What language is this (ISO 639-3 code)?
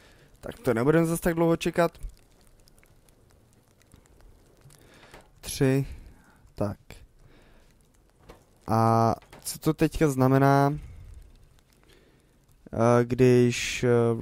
ces